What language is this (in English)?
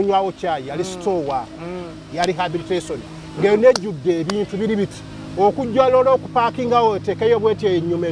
Ganda